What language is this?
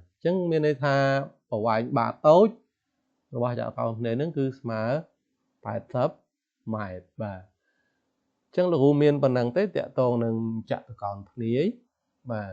Khmer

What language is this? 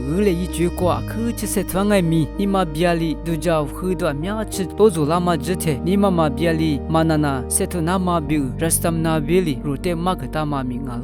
Lisu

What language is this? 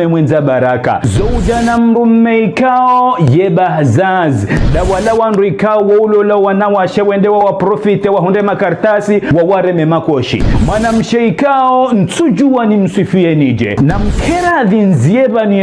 Ngazidja Comorian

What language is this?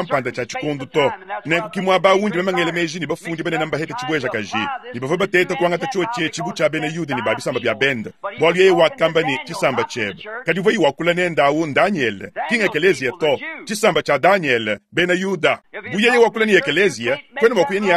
Luba-Lulua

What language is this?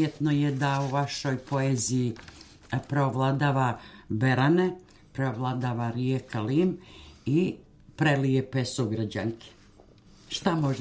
Serbian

